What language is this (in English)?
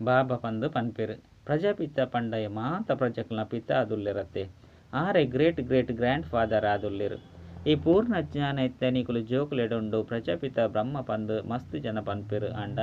Tulu